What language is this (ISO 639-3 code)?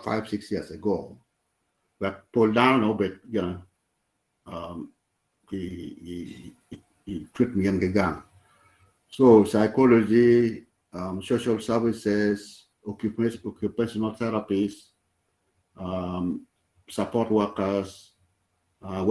ach